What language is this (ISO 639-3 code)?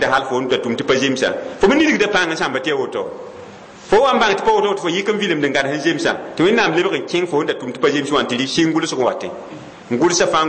mos